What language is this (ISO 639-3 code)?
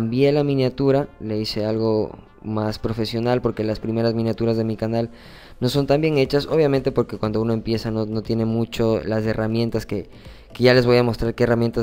spa